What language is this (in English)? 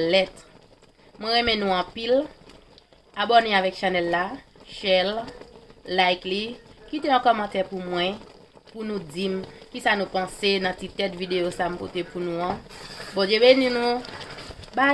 Haitian Creole